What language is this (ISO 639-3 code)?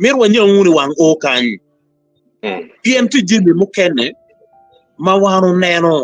ach